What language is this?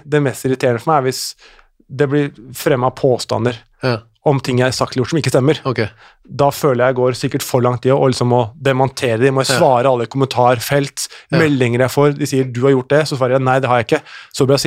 Norwegian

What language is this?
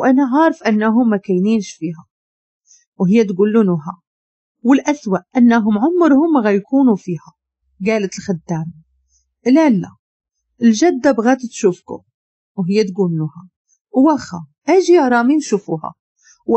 Moroccan Arabic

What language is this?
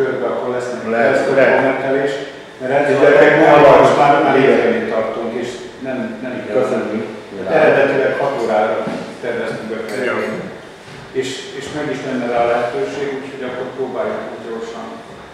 Hungarian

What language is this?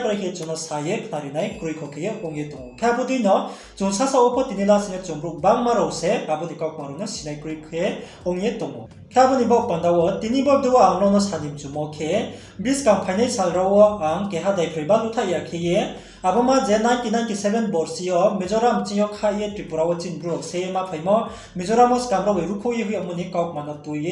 Riang (India)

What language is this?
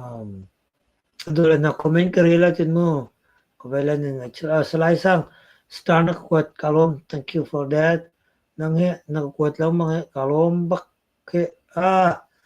Hakha Chin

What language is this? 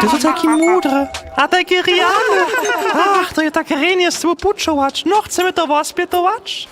Upper Sorbian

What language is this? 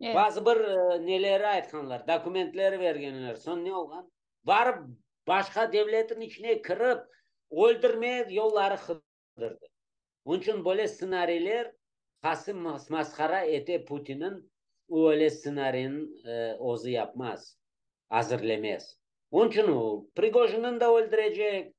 Crimean Tatar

